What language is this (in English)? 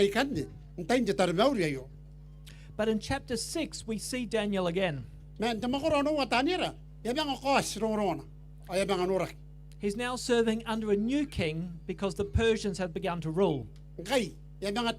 Gilbertese